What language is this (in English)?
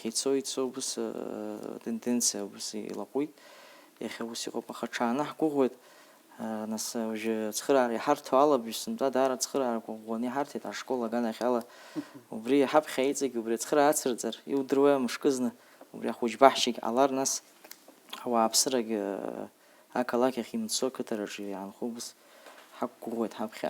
Abkhazian